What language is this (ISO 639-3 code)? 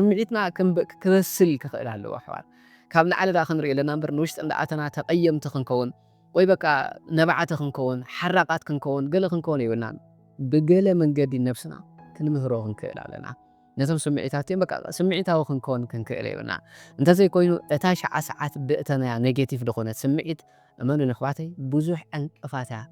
tir